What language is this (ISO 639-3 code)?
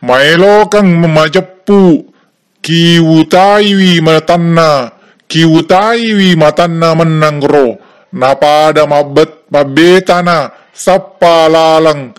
bug